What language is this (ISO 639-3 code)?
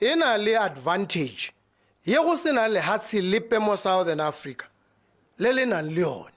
tsn